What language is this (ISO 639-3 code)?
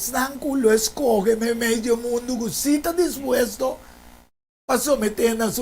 pap